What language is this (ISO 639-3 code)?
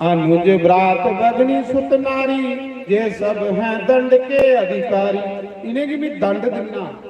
doi